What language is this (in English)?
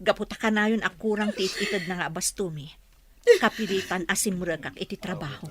Iloko